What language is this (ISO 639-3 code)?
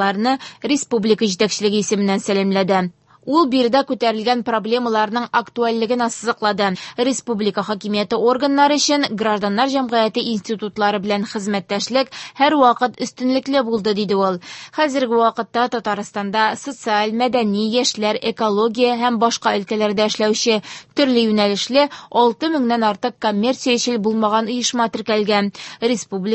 tat